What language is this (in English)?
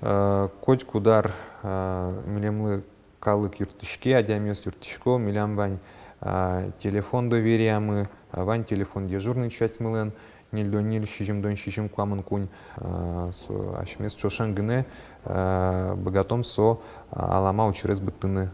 Udmurt